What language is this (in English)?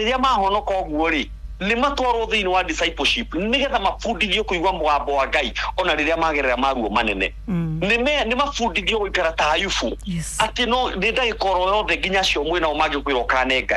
Kikuyu